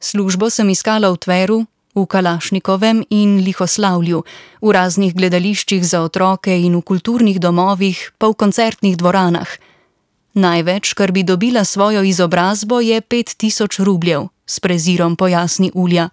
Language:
Slovenian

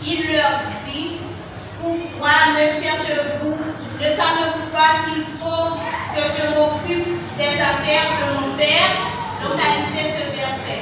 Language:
Haitian Creole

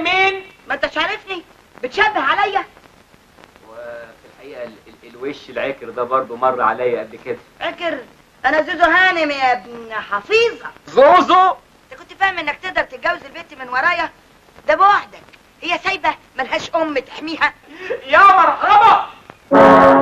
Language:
Egyptian Arabic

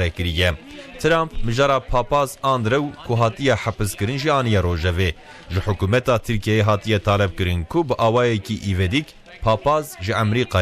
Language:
Kurdish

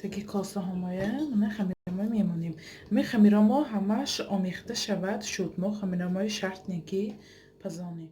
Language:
Tajik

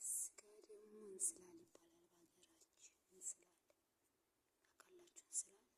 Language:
Amharic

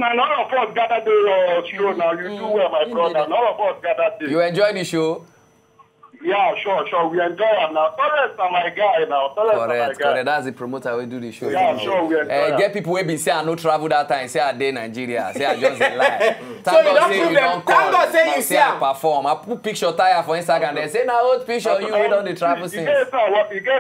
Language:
Nigerian Pidgin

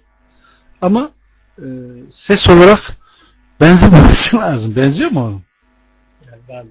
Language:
Turkish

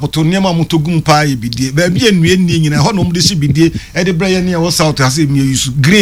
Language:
Akan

